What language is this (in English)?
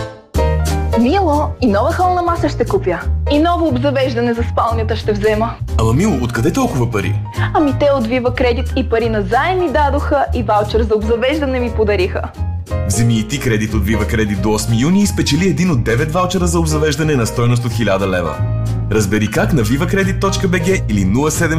Bulgarian